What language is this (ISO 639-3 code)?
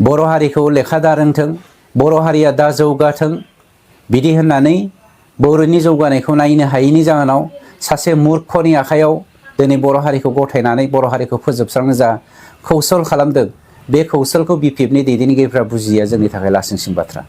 brx